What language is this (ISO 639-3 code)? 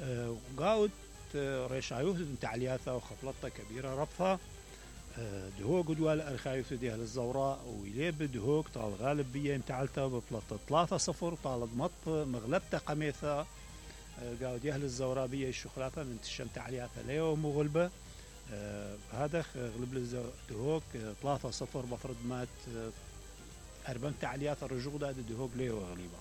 acm